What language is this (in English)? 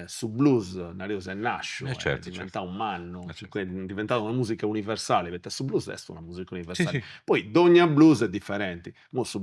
Sardinian